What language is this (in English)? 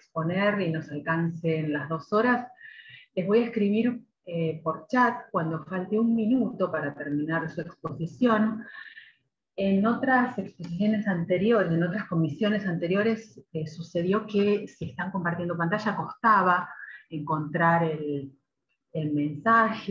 Spanish